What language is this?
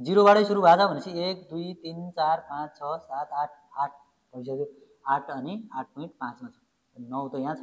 Nepali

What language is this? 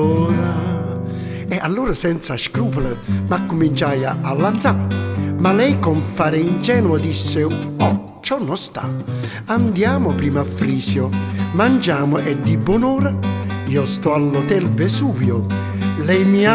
Neapolitan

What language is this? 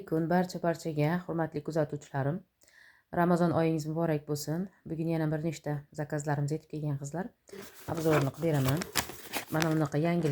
Uzbek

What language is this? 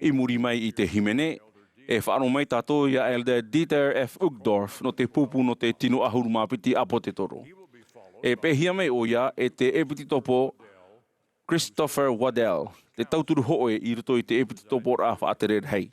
Tahitian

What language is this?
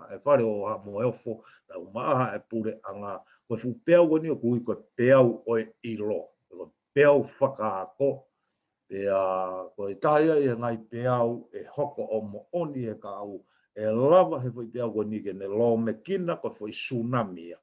Tongan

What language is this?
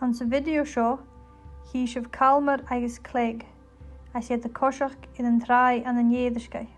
Scottish Gaelic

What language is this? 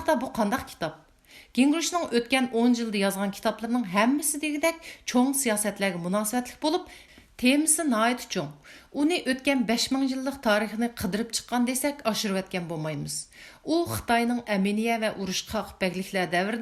Uyghur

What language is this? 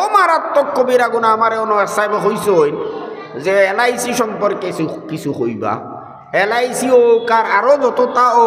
Sylheti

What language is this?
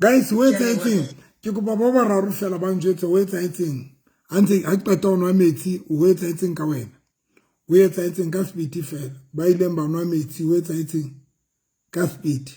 Southern Sotho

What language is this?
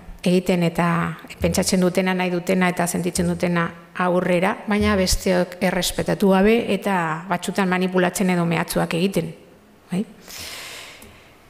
Basque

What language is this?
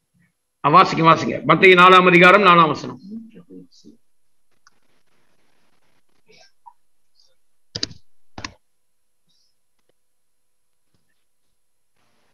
Tamil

